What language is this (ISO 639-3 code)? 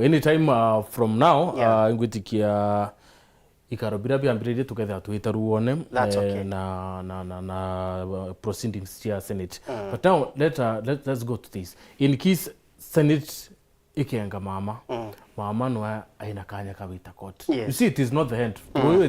mer